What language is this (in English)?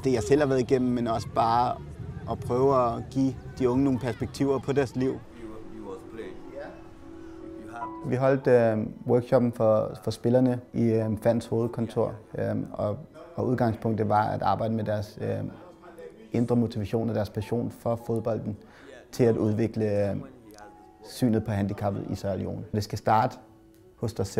Danish